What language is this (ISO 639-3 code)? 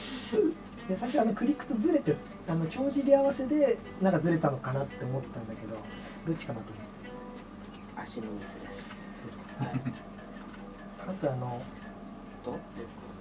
jpn